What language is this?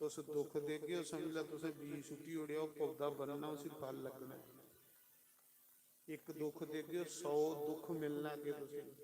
Dogri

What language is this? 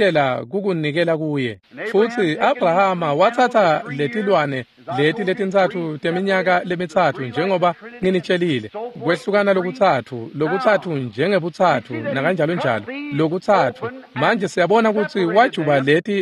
Swati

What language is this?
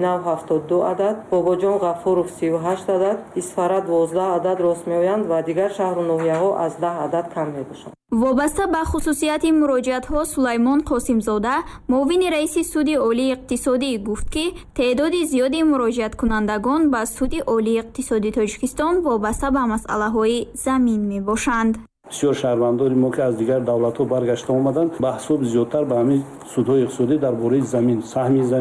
Tajik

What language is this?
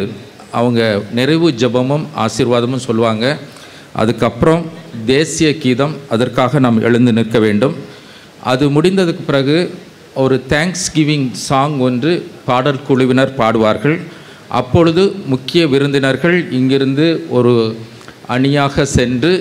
Tamil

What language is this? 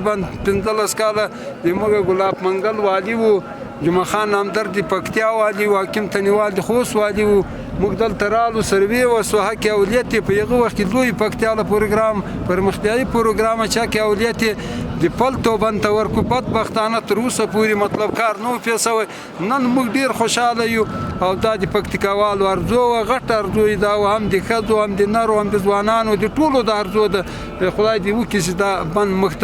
Pashto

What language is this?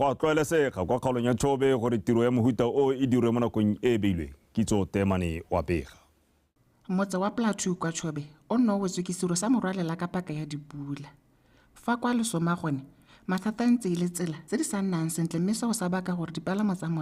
Tswana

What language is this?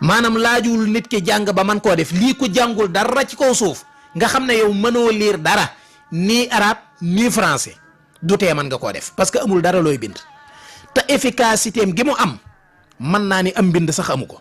Wolof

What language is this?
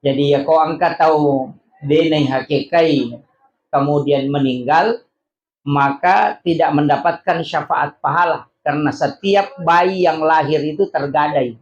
Buginese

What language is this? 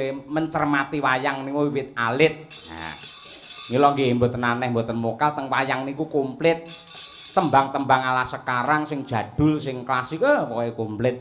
Javanese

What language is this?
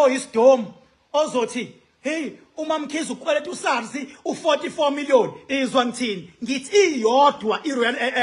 Zulu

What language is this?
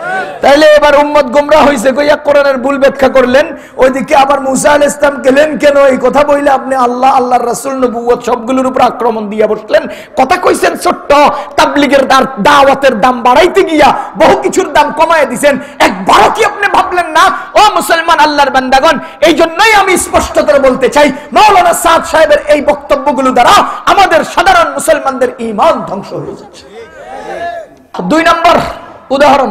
Bangla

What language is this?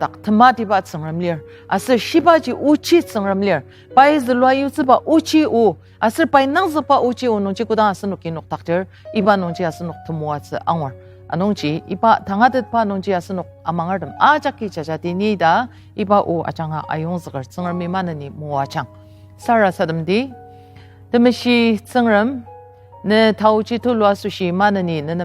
Ao Naga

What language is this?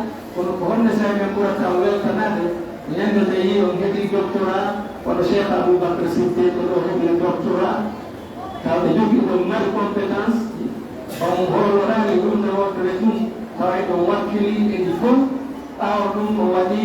Fula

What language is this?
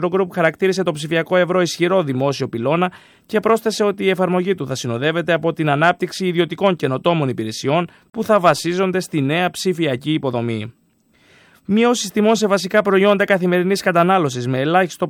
Greek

